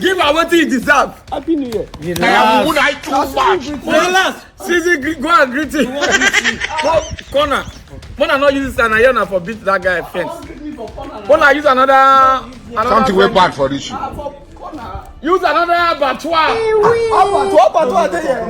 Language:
Nigerian Pidgin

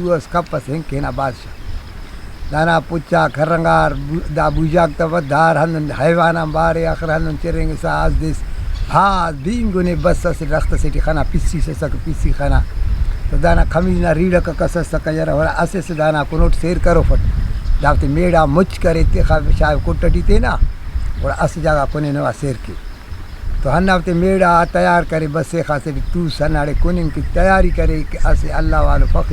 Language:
Brahui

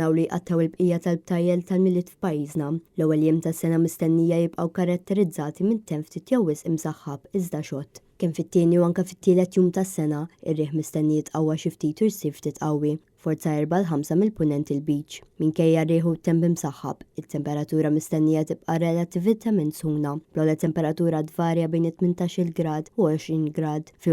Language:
Maltese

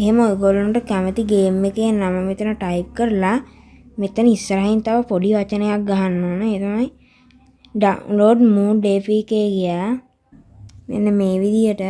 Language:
Sinhala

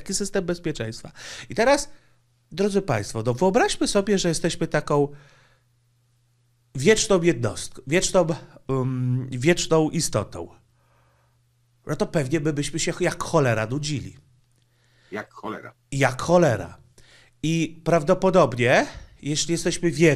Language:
Polish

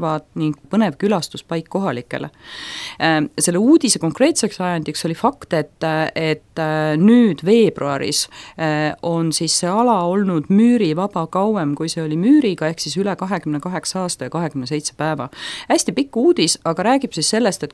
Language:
Estonian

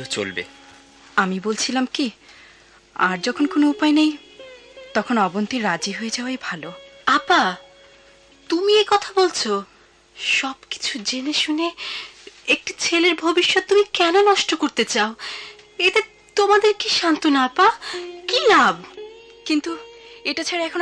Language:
Bangla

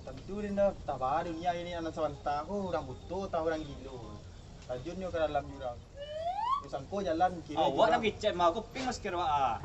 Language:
Minangkabau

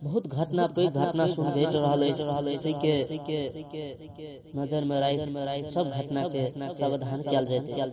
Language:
Maithili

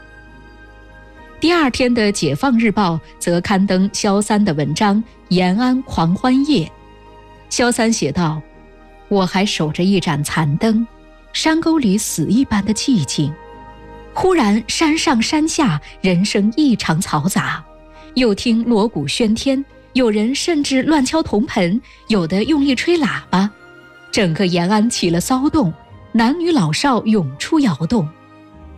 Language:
Chinese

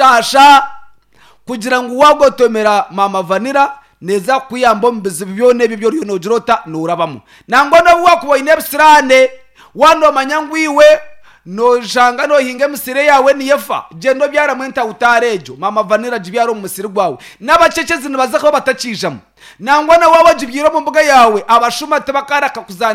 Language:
Nyankole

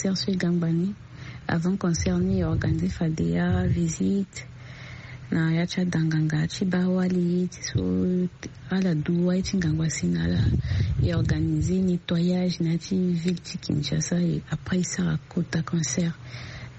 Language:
Sango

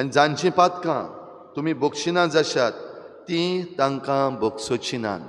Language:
Konkani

